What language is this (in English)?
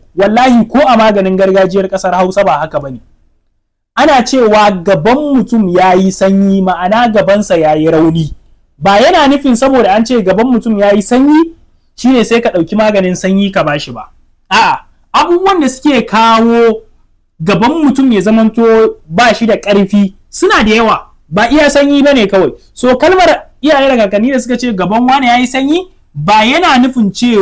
Hausa